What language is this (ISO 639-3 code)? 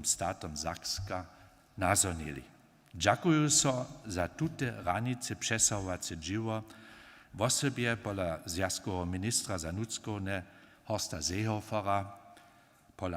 hsb